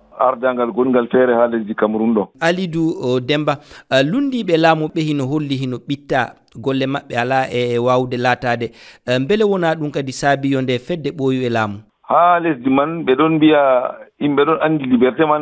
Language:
Fula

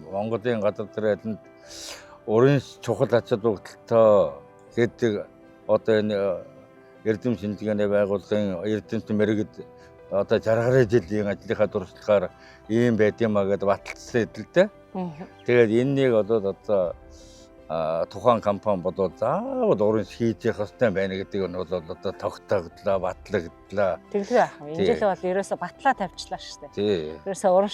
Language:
Mongolian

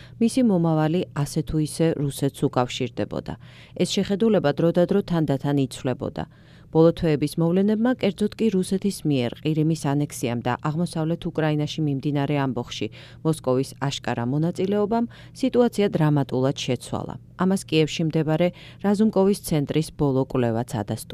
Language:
Georgian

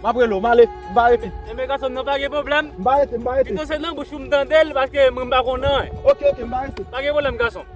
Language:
Haitian Creole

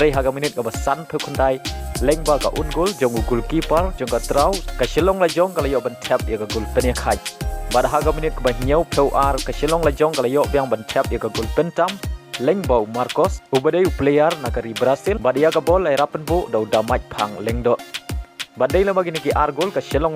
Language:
Khasi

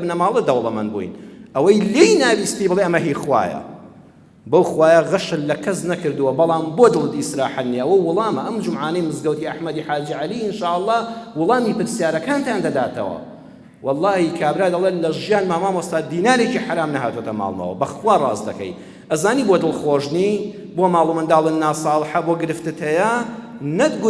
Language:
Central Kurdish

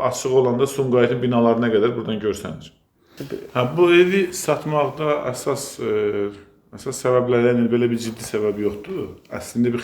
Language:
Azerbaijani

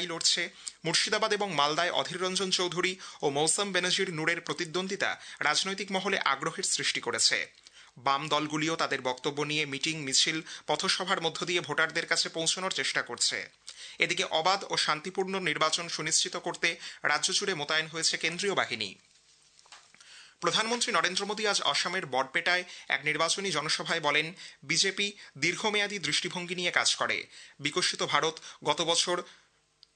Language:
Bangla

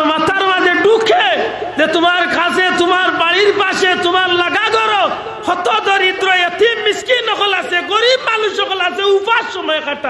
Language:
Sylheti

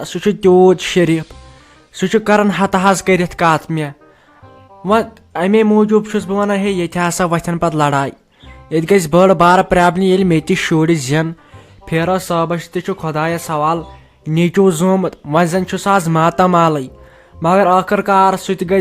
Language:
Kashmiri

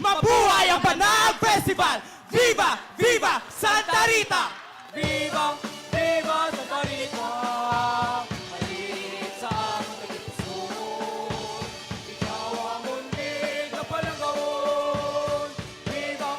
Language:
Hiligaynon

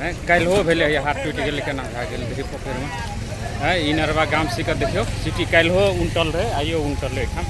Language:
Maithili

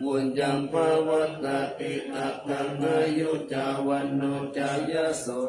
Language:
Pali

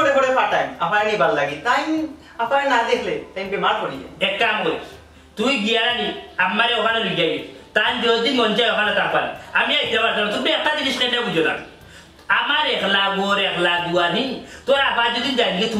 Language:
Sylheti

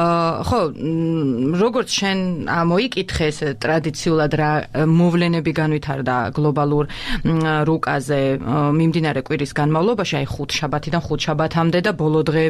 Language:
Georgian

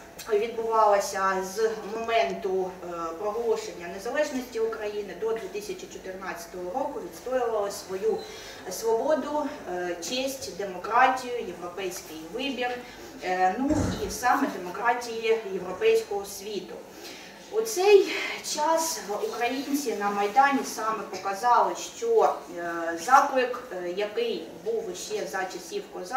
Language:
Ukrainian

